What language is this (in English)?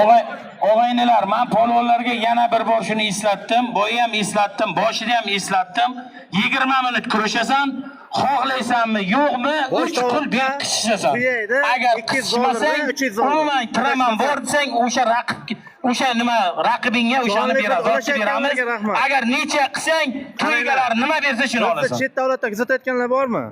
Uzbek